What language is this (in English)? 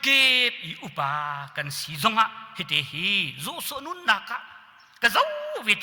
Hakha Chin